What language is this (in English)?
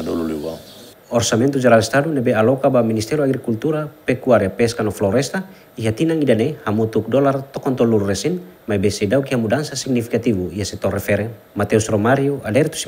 Tetum